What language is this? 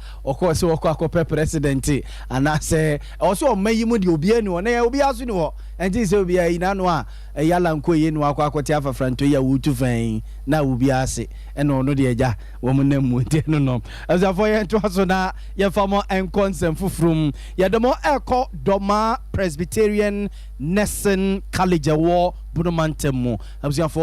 Akan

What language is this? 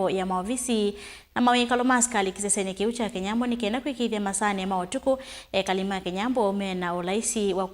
Kamba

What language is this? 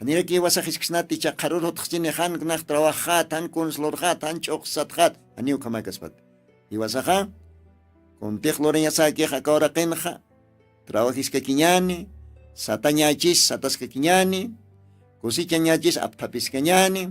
Aymara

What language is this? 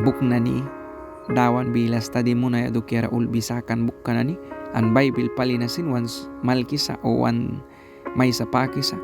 Mískito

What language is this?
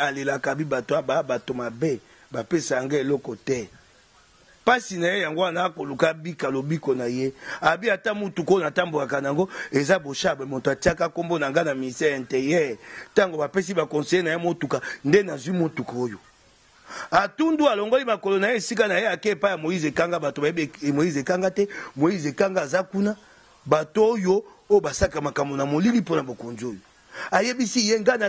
Lingala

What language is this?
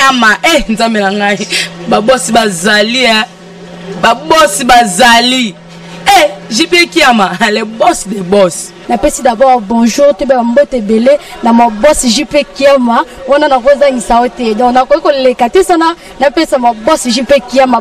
Lingala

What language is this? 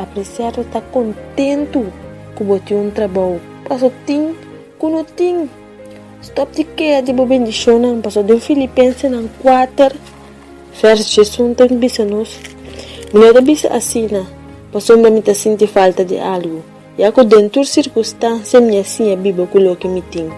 Papiamento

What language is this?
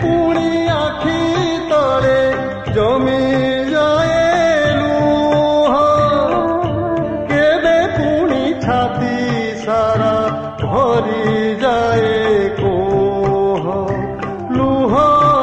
Odia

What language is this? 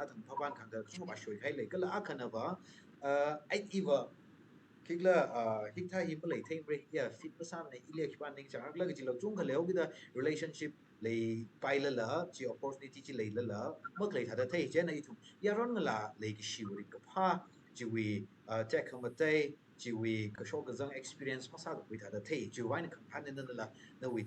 Tangkhul Naga (India)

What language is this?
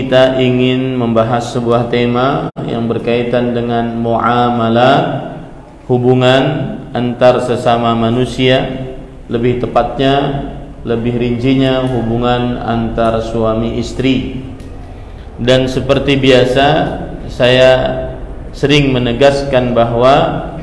Indonesian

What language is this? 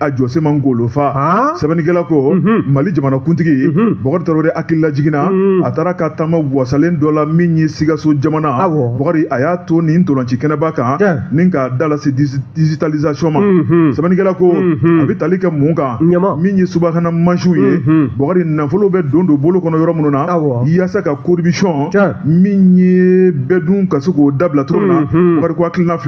Bambara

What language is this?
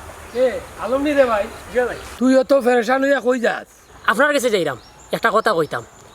Sylheti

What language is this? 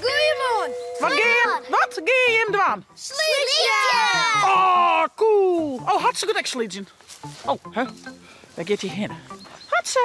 Western Frisian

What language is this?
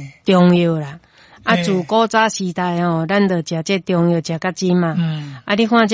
Min Nan Chinese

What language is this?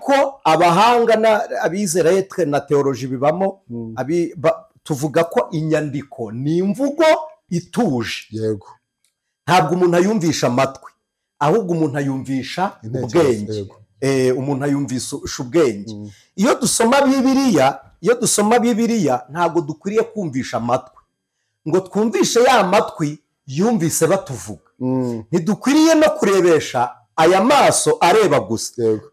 Kinyarwanda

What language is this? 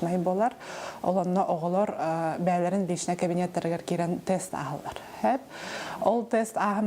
Yakut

